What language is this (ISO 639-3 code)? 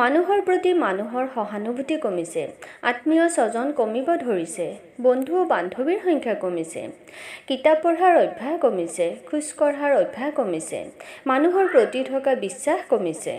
asm